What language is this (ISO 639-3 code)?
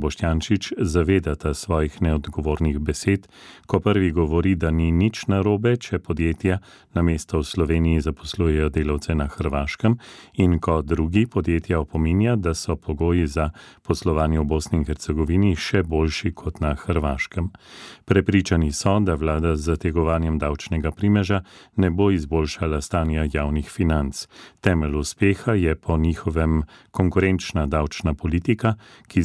slv